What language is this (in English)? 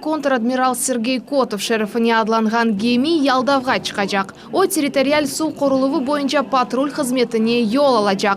Crimean Tatar